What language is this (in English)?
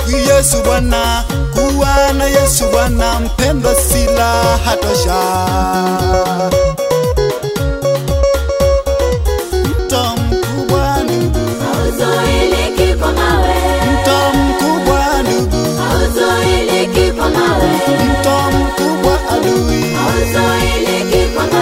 Swahili